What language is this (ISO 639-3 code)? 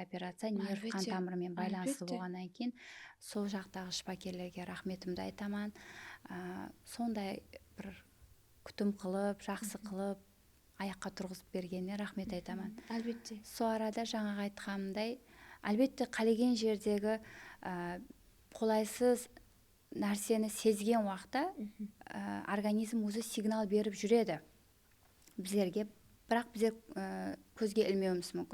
kaa